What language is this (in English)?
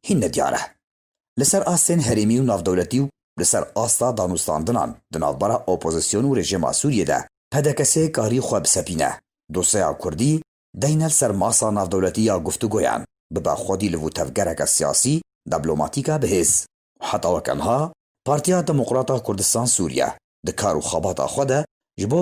Kurdish